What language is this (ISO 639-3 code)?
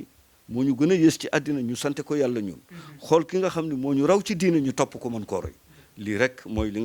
wol